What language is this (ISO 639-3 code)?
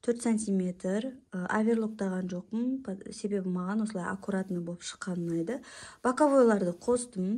kaz